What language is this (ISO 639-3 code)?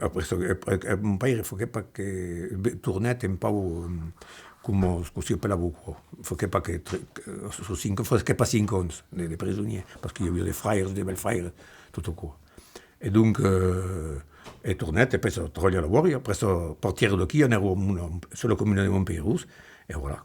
oci